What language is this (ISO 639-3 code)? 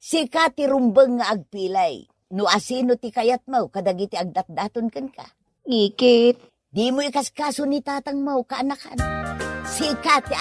ilo